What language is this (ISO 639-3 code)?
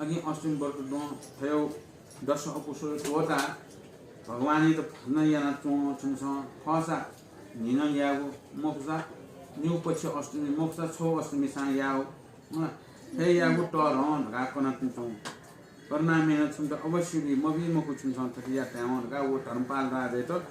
new